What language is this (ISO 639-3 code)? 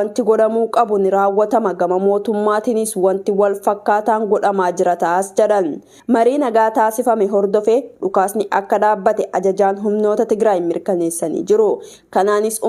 orm